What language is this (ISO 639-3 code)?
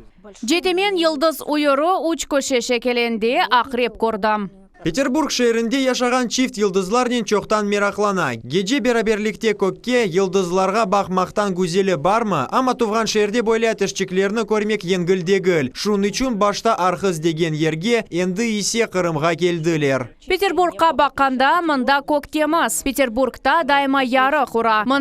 crh